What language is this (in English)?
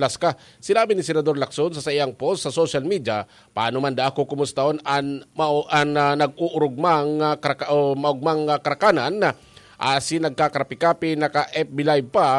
Bikol